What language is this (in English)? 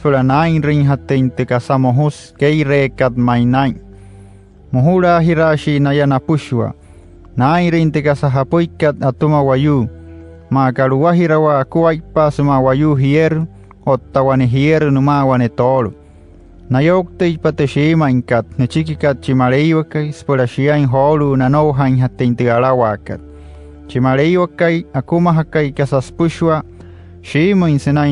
Wayuu